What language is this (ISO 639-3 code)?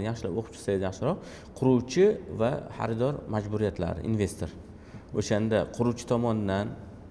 uzb